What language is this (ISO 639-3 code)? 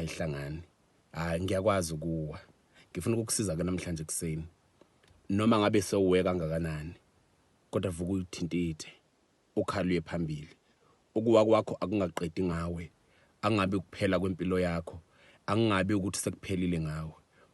zul